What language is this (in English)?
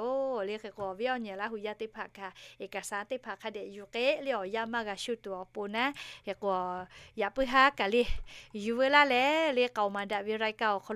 Lahu